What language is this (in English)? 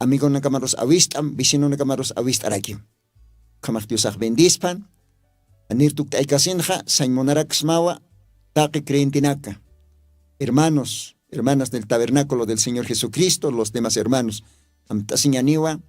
Aymara